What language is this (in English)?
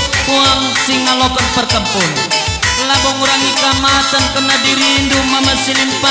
Batak Karo